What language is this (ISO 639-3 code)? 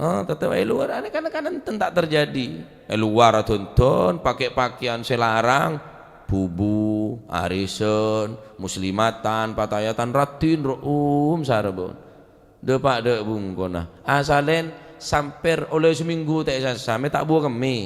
mad